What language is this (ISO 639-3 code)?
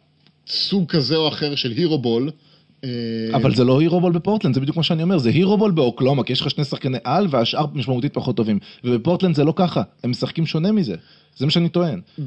heb